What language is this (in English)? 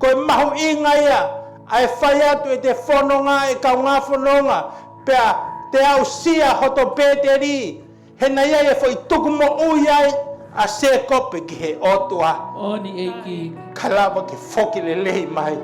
Tongan